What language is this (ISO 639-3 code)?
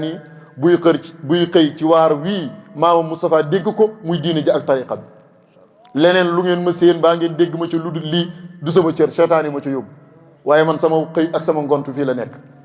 wol